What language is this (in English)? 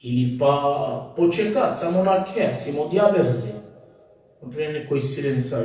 Balkan Romani